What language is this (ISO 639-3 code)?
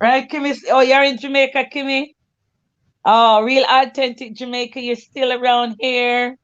jam